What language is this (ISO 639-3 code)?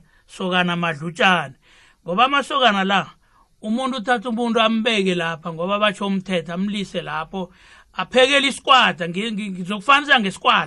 nbl